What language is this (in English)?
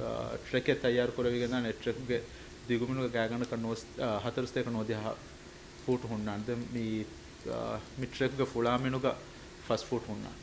Divehi